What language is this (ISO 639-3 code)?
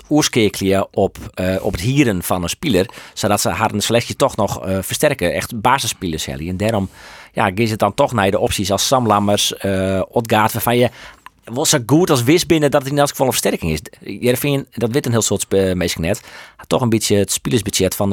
fry